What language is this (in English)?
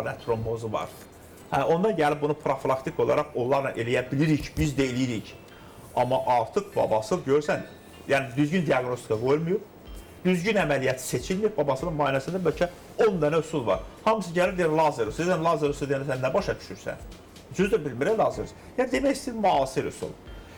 Azerbaijani